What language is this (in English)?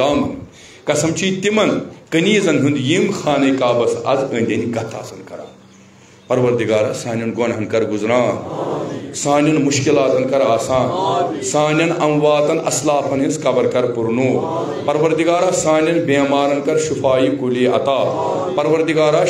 Kashmiri